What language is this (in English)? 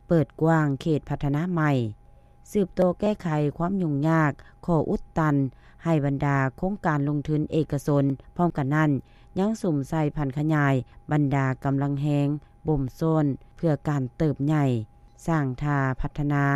Lao